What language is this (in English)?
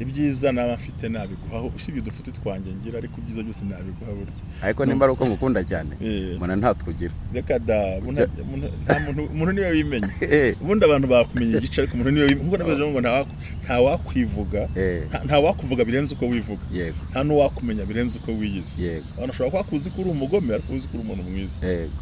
Kinyarwanda